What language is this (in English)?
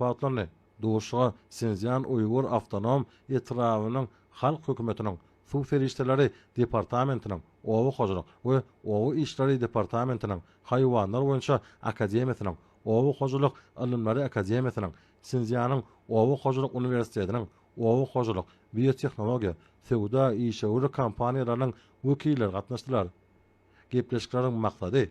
Turkmen